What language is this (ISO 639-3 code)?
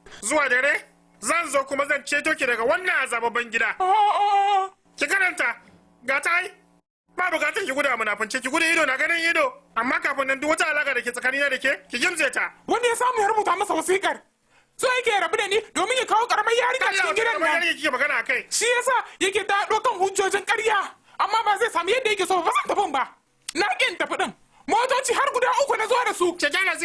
hau